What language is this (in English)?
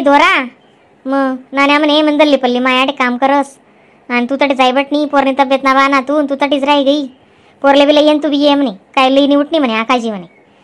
Khandesi